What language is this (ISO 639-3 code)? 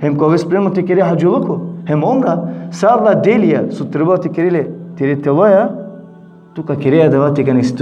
rmn